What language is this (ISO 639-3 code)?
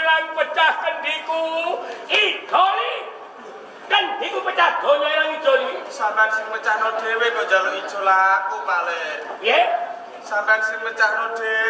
jav